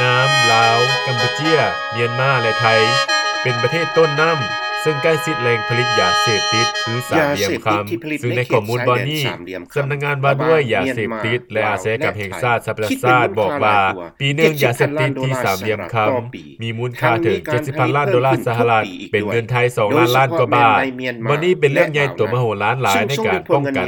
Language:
Lao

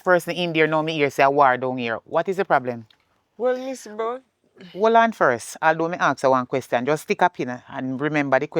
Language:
Jamaican Creole English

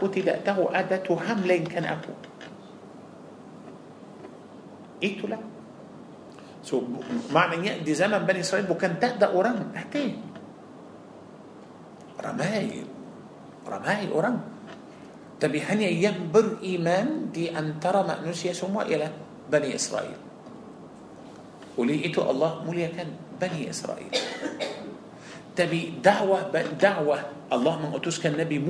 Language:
Malay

